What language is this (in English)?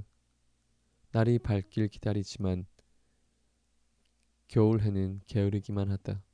Korean